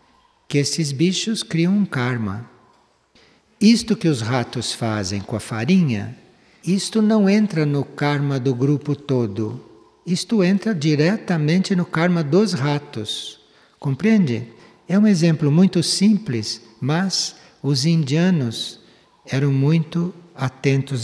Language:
Portuguese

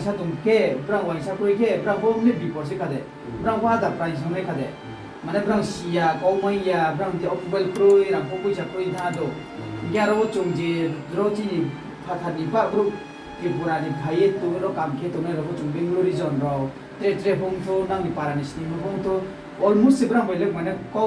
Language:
Riang (India)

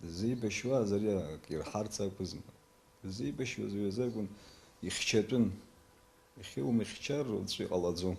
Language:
Abkhazian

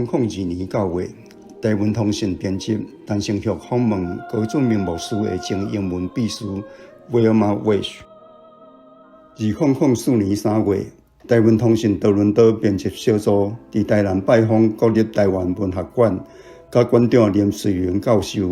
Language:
Min Nan Chinese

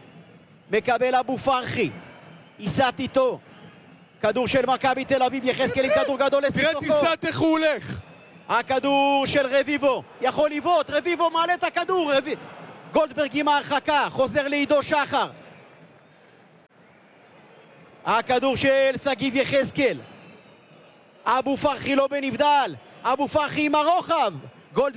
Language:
Hebrew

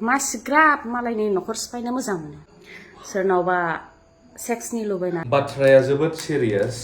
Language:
Bodo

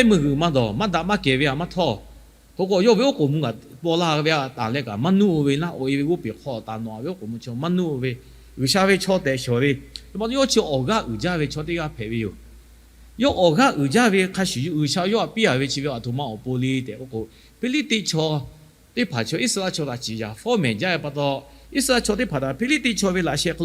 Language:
Lahu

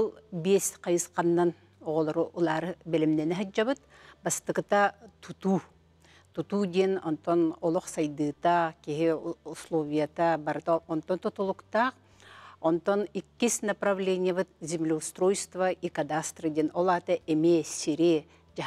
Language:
Yakut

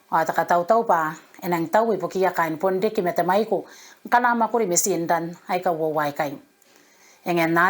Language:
Gilbertese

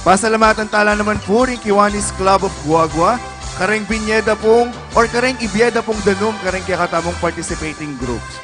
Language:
Pampanga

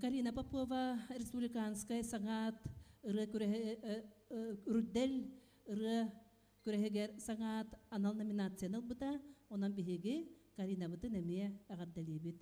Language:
Yakut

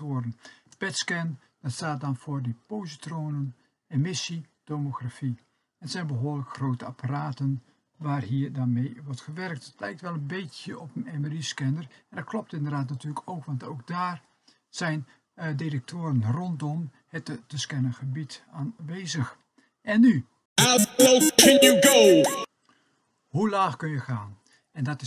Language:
Dutch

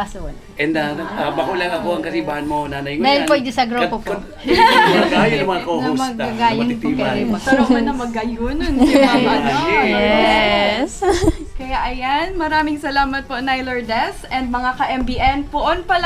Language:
Bikol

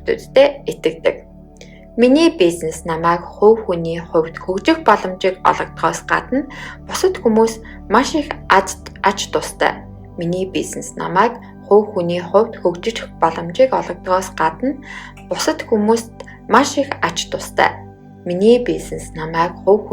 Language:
Mongolian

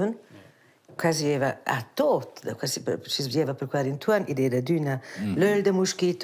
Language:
Romansh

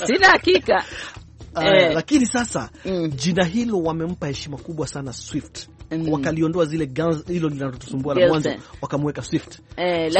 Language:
Swahili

